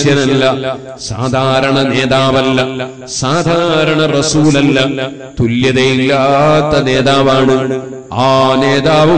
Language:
Malayalam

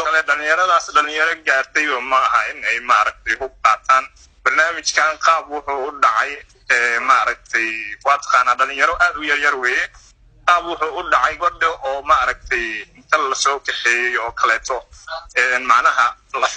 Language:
Somali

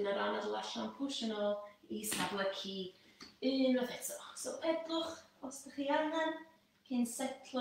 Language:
Welsh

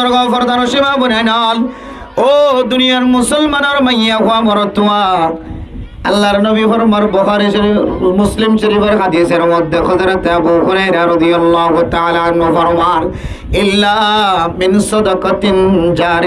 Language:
Rohingya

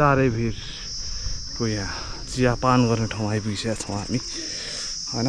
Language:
Nepali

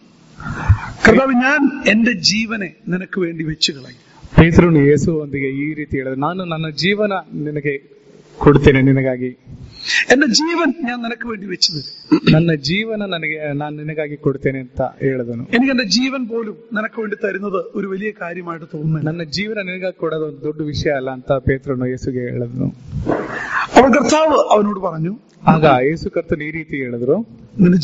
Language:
Malayalam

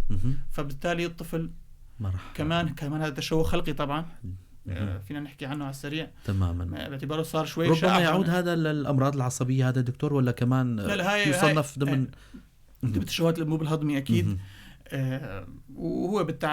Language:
North Levantine Arabic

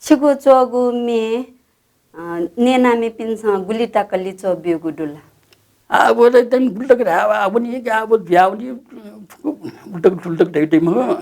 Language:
Newari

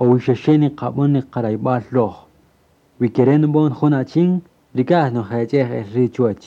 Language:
Kaqchikel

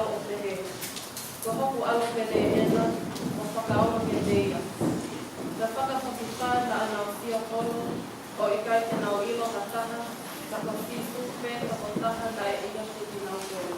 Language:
Tongan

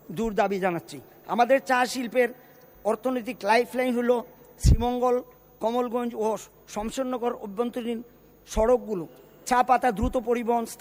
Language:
Bangla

